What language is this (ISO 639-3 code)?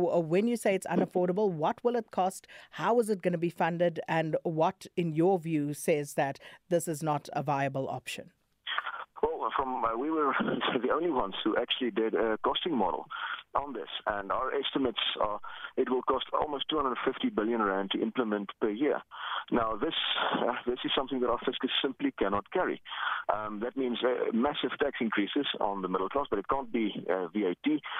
eng